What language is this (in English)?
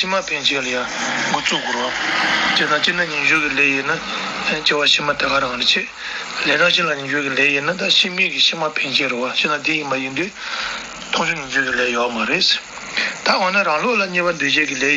Tibetan